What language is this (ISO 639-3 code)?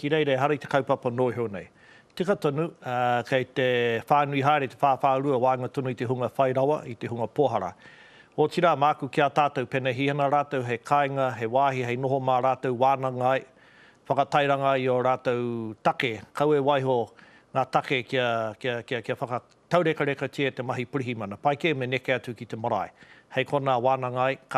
mri